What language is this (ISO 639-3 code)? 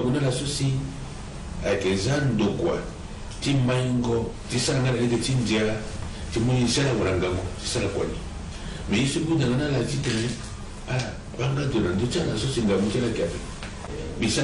sag